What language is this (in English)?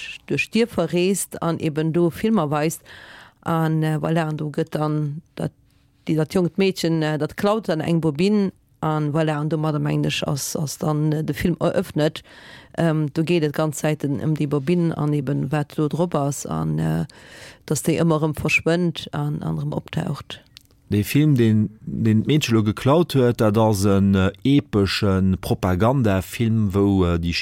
Luxembourgish